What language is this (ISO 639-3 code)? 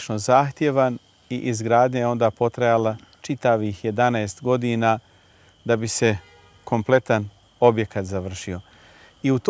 bos